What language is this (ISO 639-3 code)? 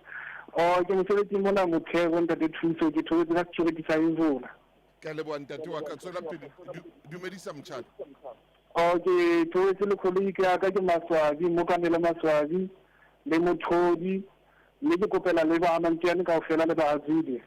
sot